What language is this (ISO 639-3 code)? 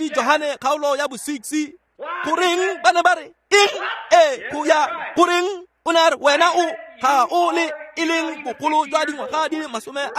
tsn